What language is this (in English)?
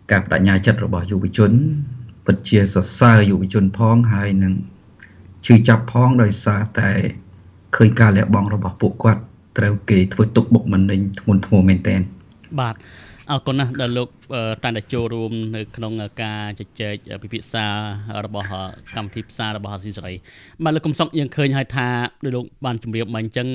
Khmer